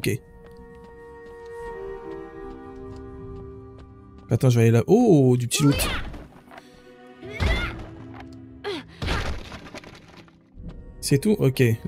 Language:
French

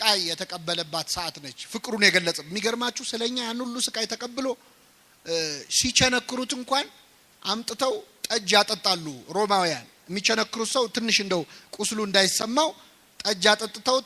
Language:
Amharic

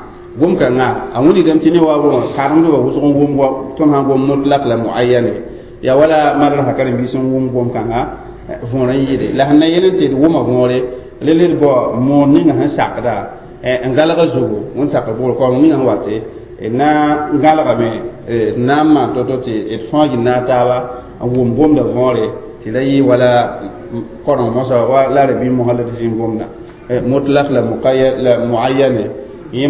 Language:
Mossi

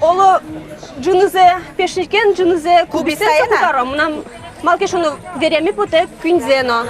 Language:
Udmurt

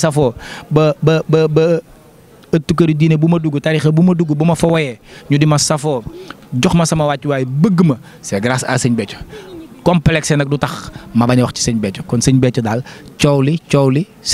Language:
Wolof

